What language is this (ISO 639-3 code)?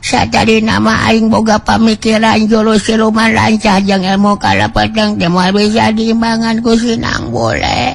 sun